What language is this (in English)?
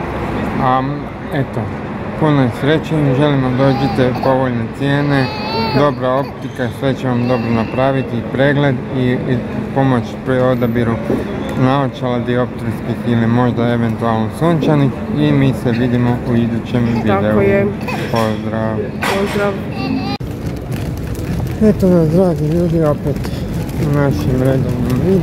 Croatian